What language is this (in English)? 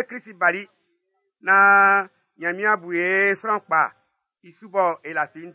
Baoulé